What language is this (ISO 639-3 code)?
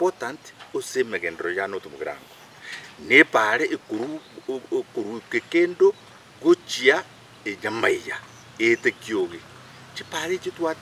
guz